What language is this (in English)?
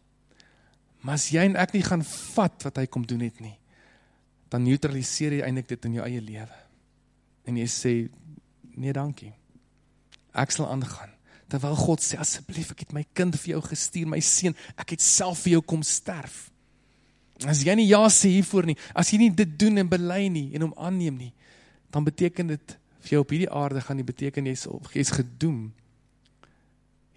Afrikaans